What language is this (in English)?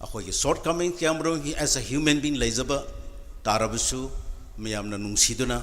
Tangkhul Naga (India)